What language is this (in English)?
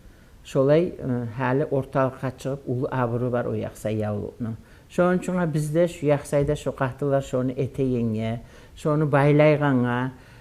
Kumyk